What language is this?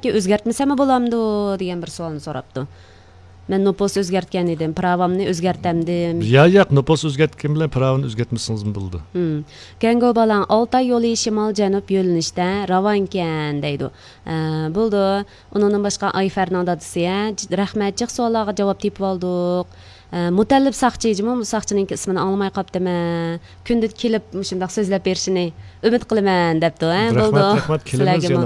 Uyghur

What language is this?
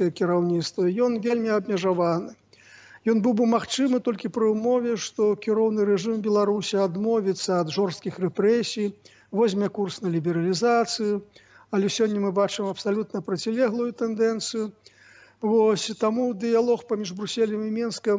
Belarusian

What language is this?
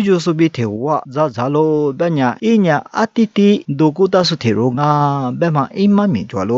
Lisu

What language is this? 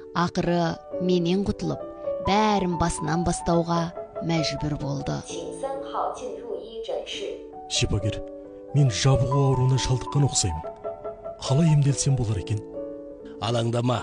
Kazakh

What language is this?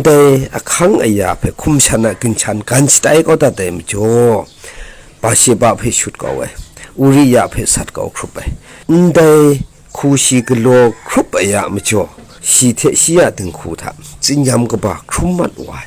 Kachin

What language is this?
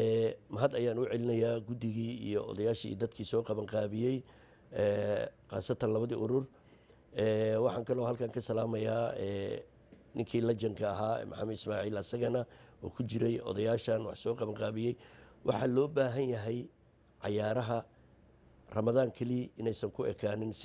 Somali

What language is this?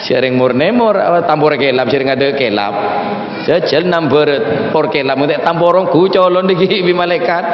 Madurese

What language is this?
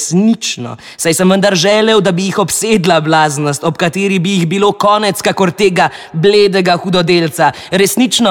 Slovenian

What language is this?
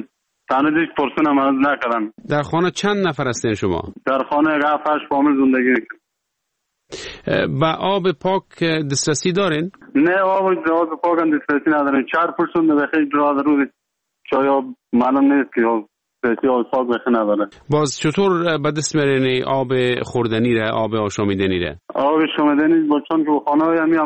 Persian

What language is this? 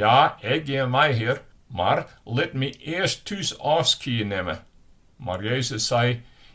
Western Frisian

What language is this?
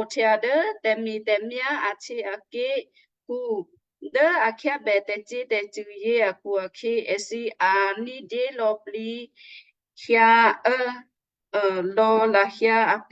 Western Kayah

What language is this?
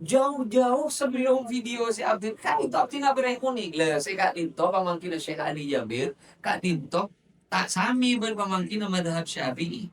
Madurese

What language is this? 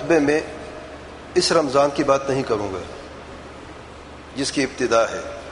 Urdu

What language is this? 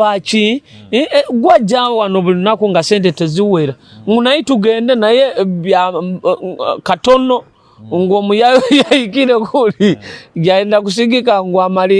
Nyoro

